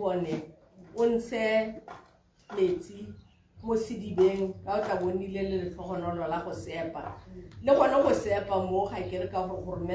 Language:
Tswana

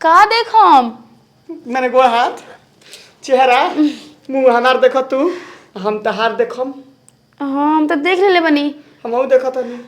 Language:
Bhojpuri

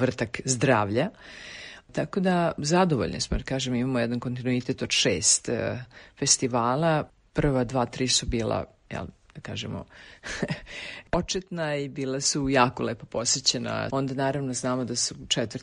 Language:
Serbian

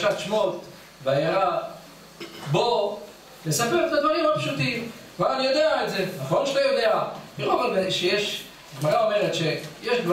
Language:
Hebrew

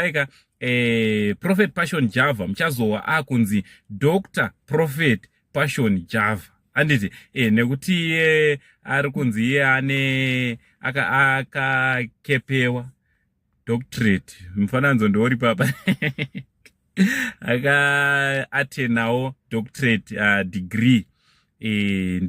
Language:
Shona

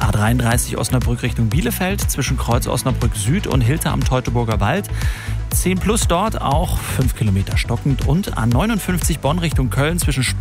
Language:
German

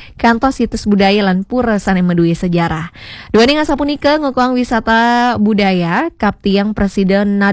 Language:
Balinese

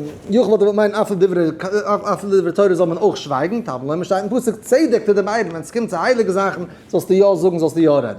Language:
Yiddish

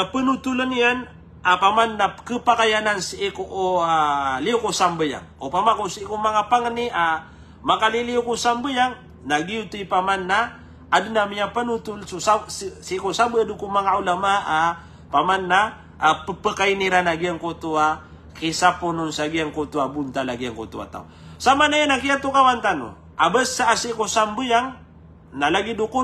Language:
Maranao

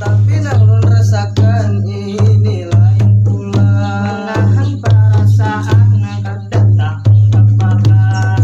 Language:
Banjar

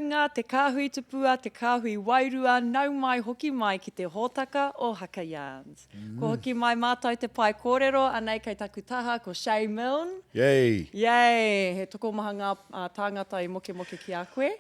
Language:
Māori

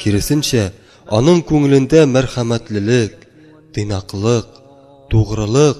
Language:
Tatar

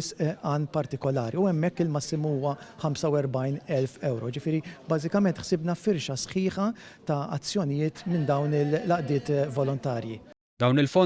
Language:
Maltese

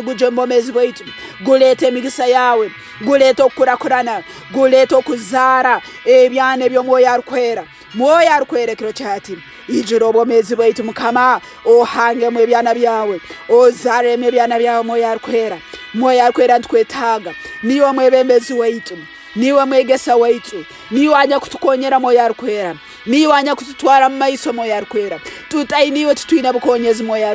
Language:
Tooro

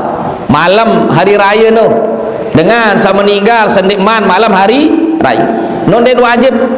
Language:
Sasak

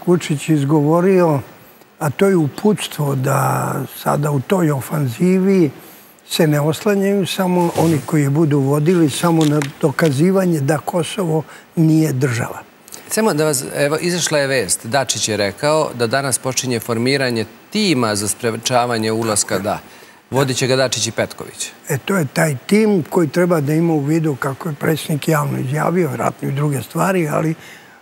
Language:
Serbian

